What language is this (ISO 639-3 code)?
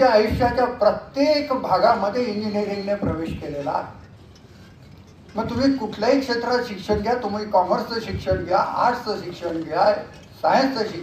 mar